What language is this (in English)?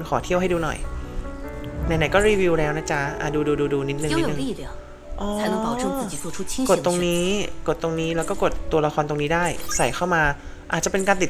Thai